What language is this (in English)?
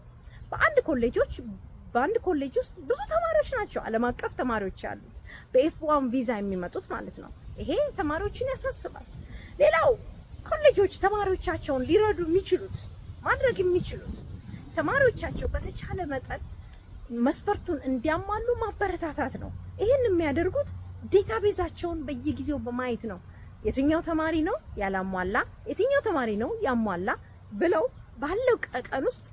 Amharic